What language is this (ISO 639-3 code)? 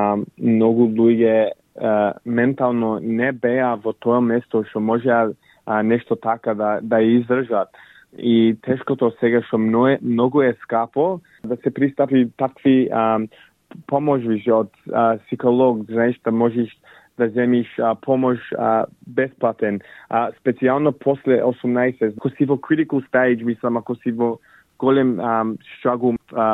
mkd